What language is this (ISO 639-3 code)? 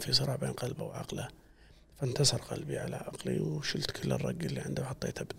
afb